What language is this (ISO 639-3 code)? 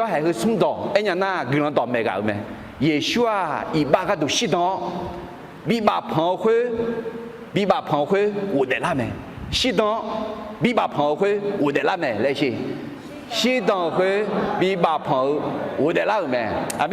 ahk